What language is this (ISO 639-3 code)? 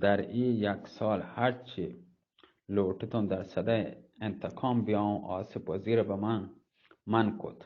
bgp